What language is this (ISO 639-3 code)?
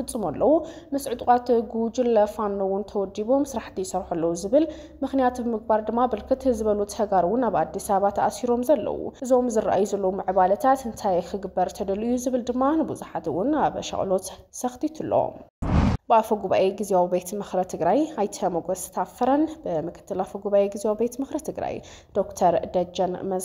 tir